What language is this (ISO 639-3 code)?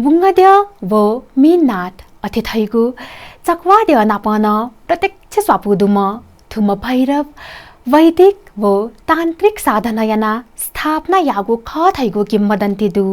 new